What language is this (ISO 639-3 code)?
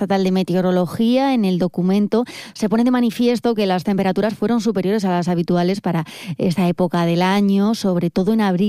spa